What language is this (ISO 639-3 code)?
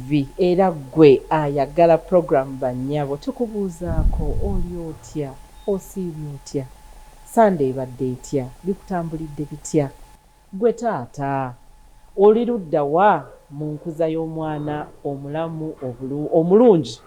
lug